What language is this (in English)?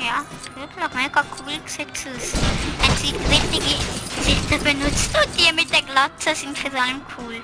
Swiss German